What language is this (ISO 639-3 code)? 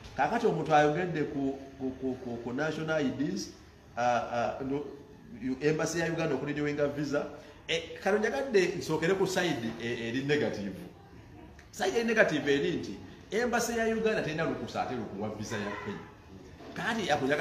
lug